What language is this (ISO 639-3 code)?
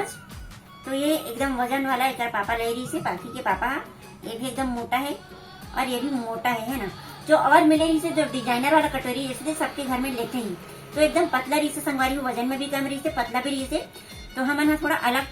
hne